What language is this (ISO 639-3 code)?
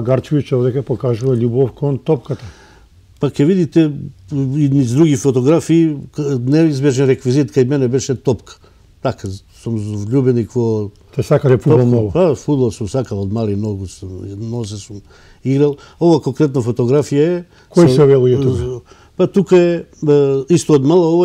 mkd